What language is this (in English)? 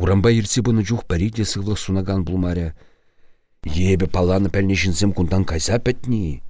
Chuvash